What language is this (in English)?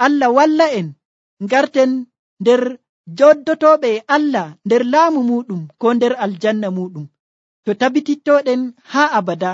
Nigerian Fulfulde